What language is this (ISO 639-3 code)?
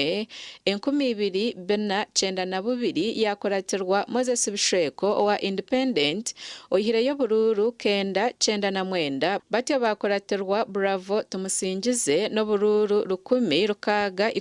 nyn